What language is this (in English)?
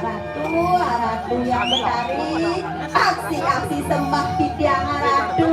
Balinese